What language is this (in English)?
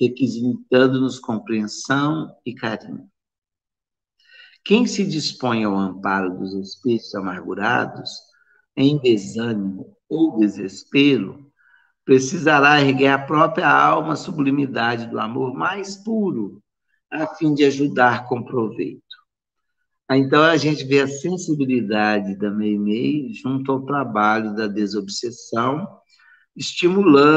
Portuguese